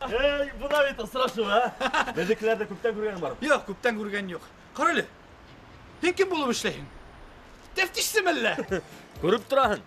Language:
Bashkir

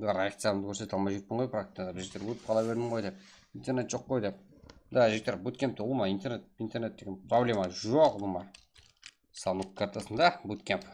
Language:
Kara-Kalpak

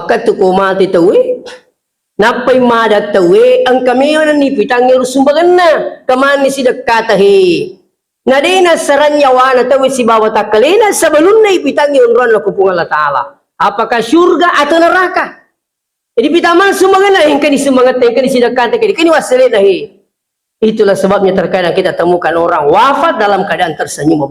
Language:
Buginese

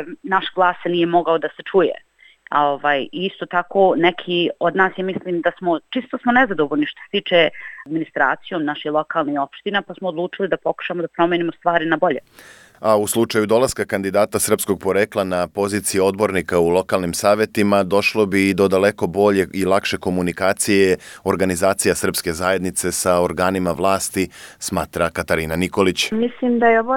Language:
Serbian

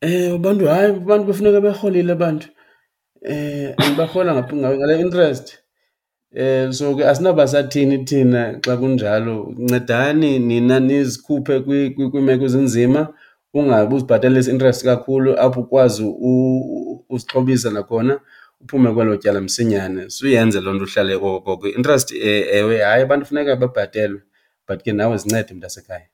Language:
Xhosa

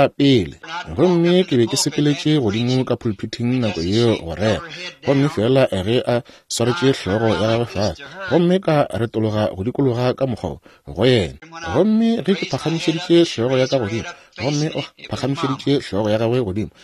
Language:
Northern Sotho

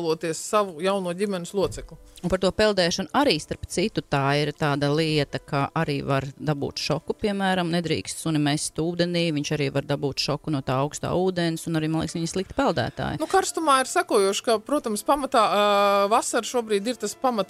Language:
Latvian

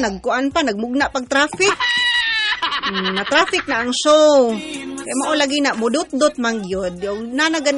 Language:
Cebuano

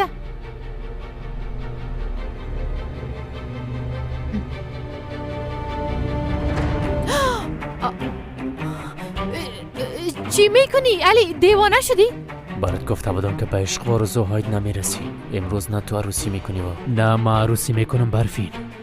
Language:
Persian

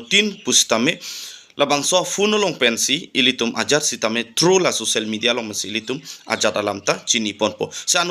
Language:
Karbi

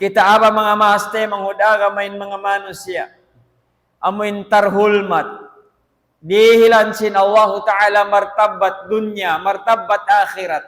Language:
Tausug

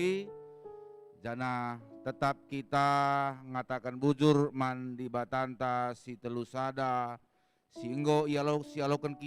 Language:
Batak Karo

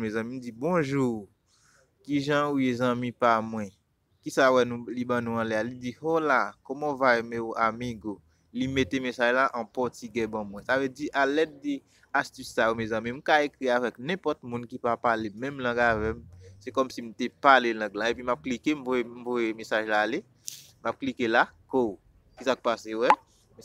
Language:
Haitian Creole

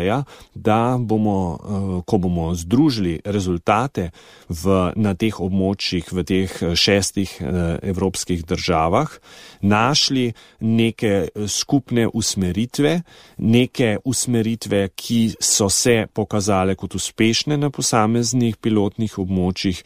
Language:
Slovenian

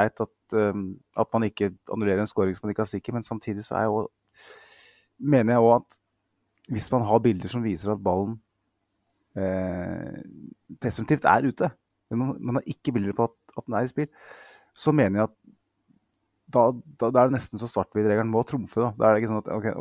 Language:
Norwegian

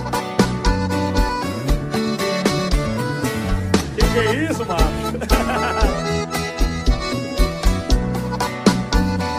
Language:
Portuguese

